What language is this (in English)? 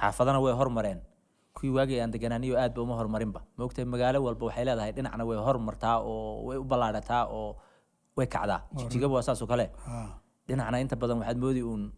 Somali